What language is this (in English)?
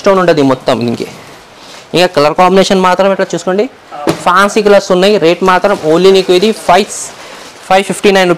Telugu